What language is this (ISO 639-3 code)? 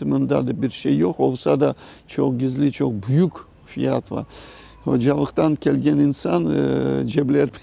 crh